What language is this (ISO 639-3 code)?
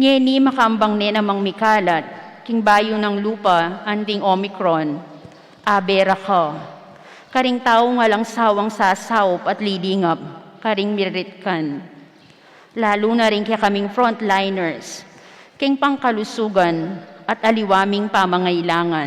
pam